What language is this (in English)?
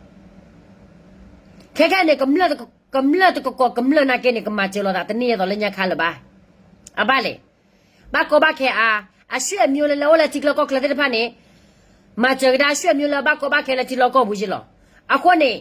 S'gaw Karen